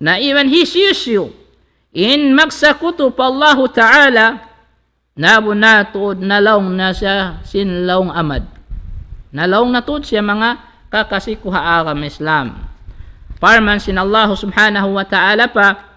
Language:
Tausug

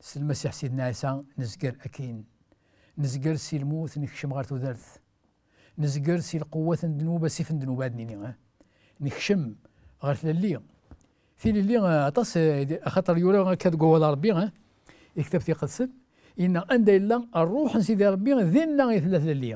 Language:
Kabyle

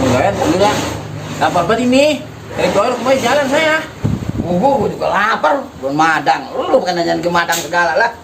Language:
Betawi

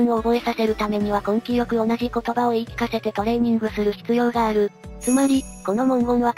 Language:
Japanese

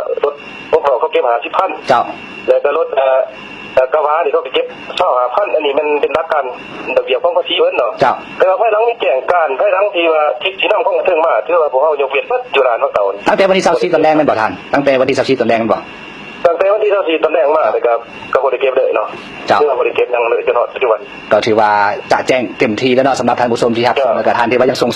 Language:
Lao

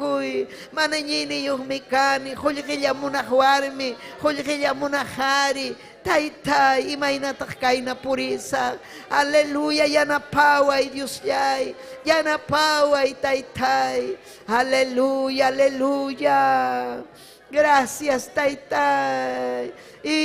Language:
Ayacucho Quechua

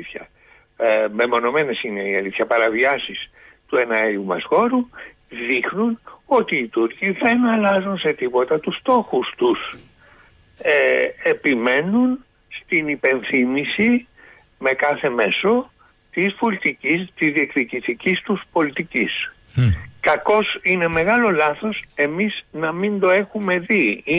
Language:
Greek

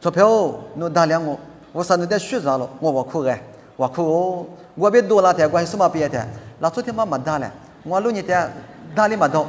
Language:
Lisu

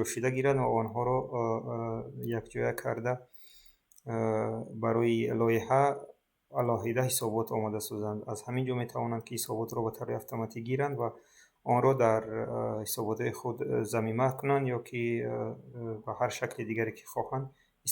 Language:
Tajik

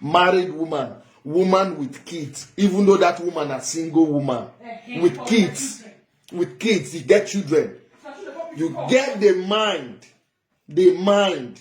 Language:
Nigerian Pidgin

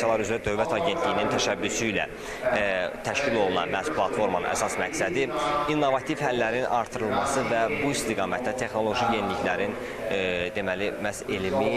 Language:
Azerbaijani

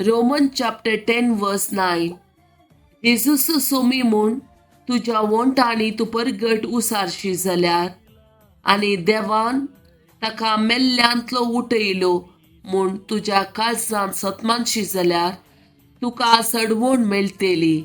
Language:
Konkani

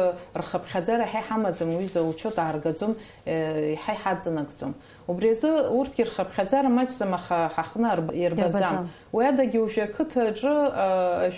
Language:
Abkhazian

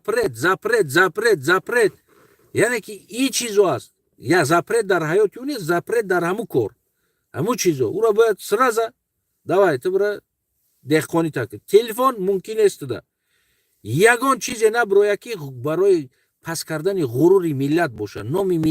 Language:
Tajik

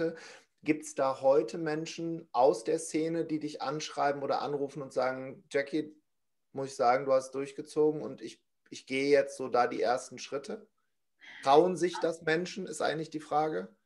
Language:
German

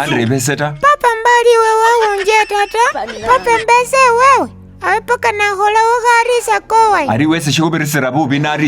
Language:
Masaaba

